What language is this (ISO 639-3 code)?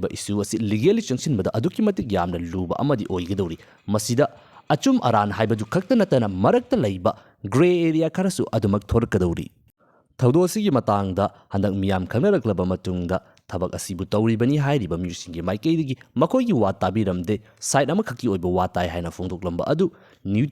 mni